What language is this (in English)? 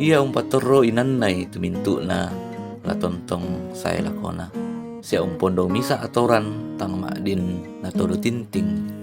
Toraja-Sa'dan